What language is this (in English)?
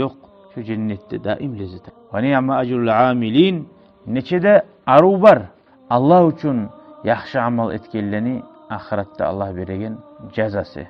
Kumyk